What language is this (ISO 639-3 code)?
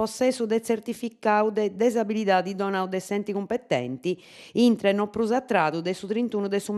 srd